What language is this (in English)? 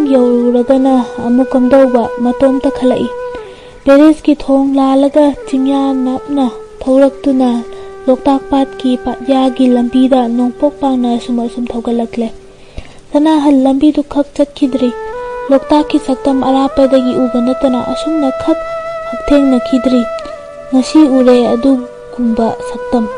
Manipuri